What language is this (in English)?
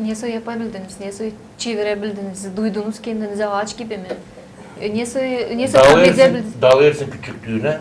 Gagauz